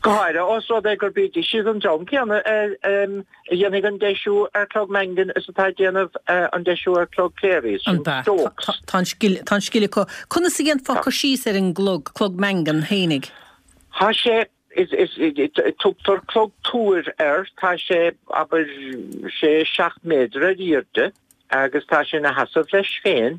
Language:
Irish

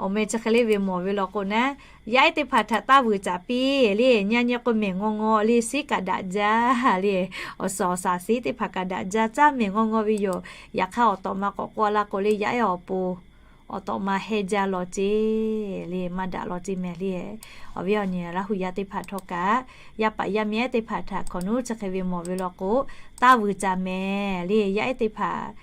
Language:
Lahu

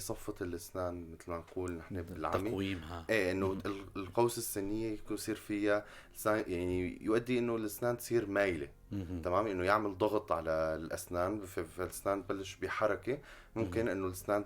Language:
North Levantine Arabic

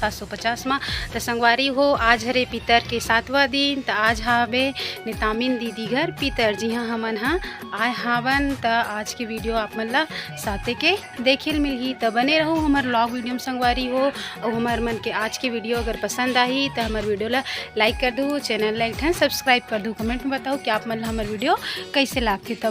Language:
Chhattisgarhi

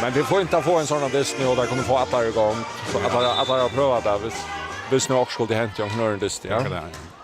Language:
Faroese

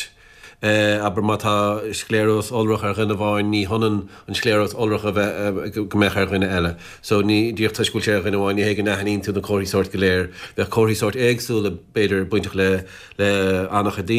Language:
Irish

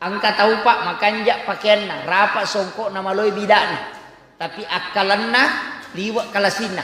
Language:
Buginese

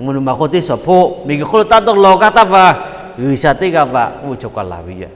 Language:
Lahu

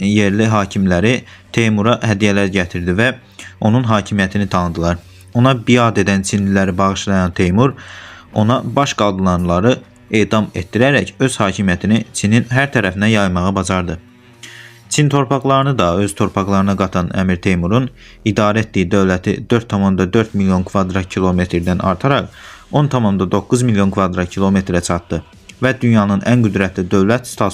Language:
Azerbaijani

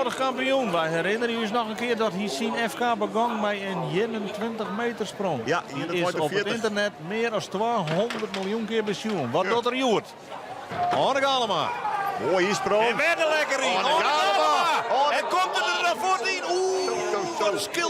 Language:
Western Frisian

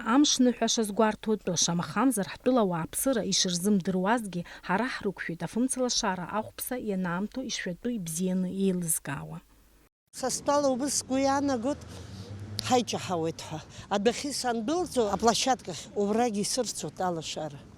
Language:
Abkhazian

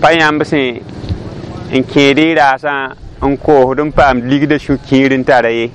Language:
Mossi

